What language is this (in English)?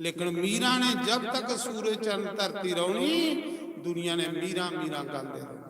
Dogri